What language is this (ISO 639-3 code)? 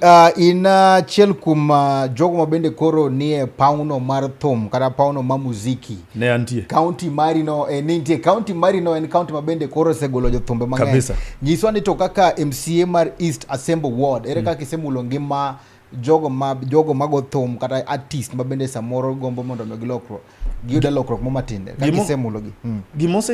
luo